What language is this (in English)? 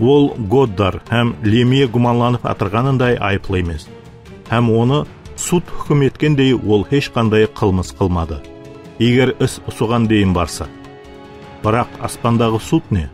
Kara-Kalpak